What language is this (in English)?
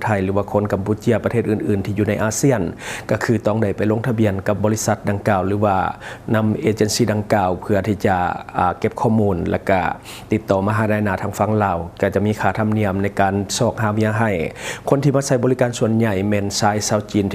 Lao